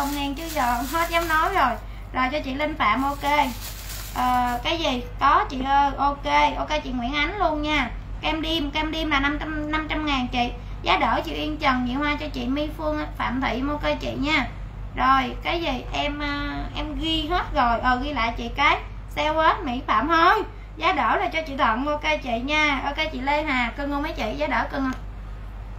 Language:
Vietnamese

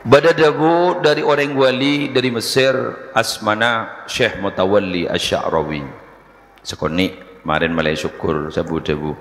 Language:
Madurese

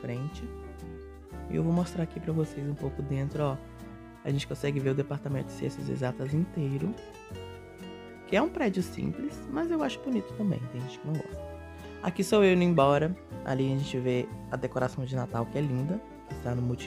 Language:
Portuguese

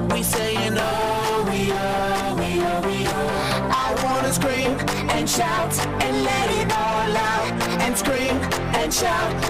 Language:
Kara-Kalpak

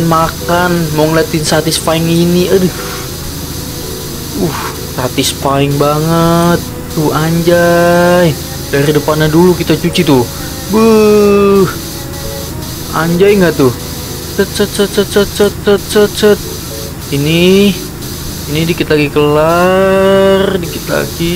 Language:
Indonesian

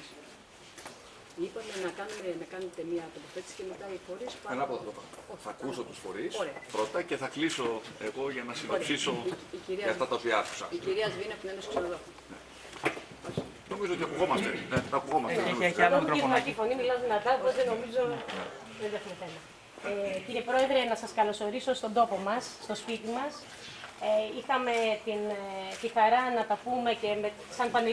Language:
Greek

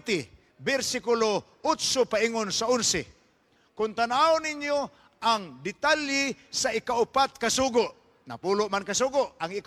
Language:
Cebuano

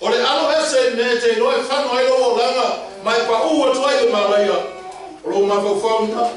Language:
Samoan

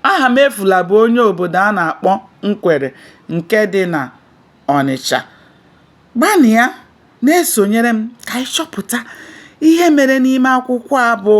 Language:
Igbo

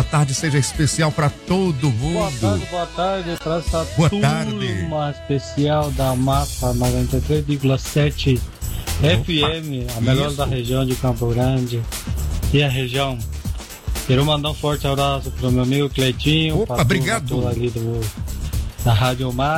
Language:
Portuguese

